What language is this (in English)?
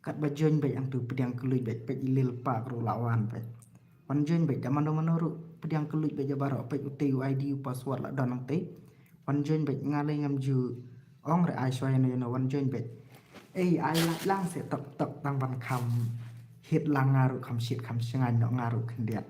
Khasi